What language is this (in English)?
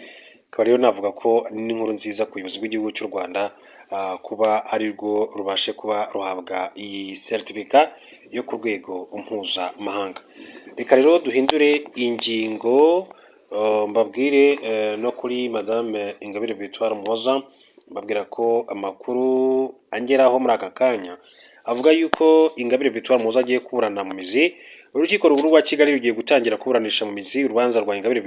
Kinyarwanda